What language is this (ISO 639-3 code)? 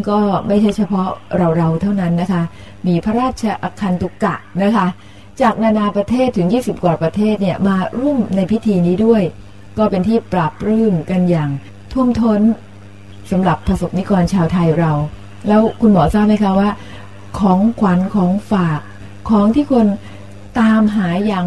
tha